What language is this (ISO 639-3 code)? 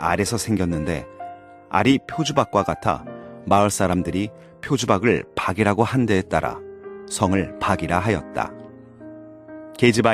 kor